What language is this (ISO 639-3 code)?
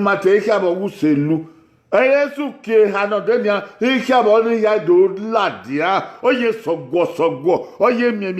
bin